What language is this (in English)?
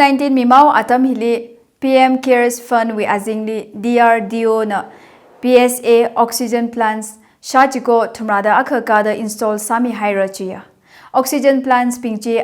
Tangkhul Naga (India)